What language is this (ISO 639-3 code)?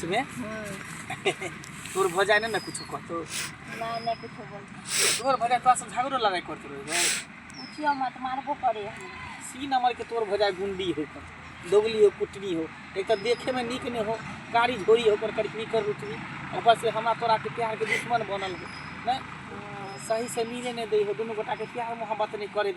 mai